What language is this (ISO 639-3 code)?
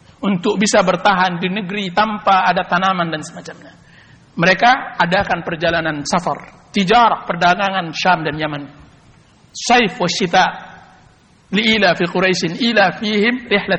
ind